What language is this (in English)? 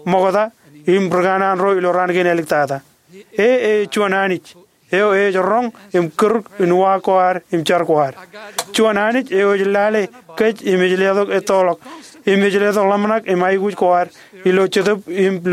Marshallese